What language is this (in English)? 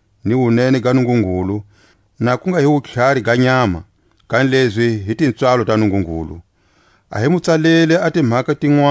Tswa